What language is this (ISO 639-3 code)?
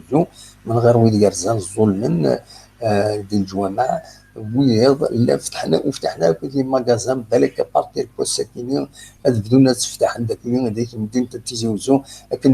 kab